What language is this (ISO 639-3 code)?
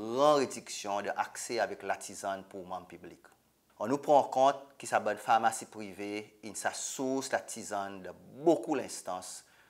crs